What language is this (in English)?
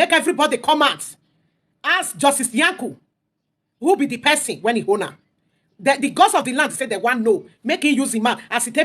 Nigerian Pidgin